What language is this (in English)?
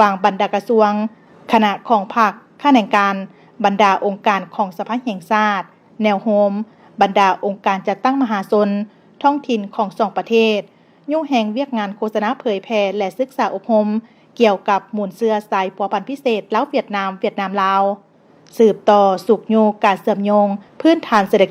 Lao